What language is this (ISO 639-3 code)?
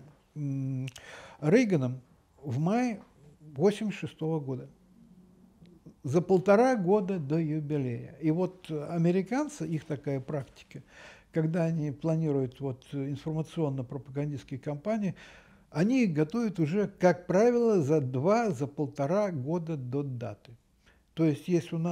rus